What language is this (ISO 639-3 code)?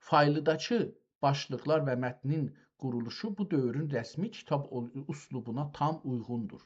azb